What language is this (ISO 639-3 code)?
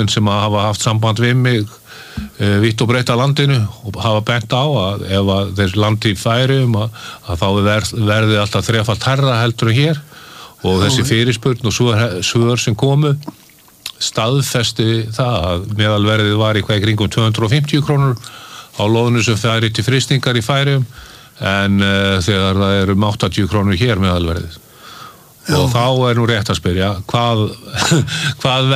isl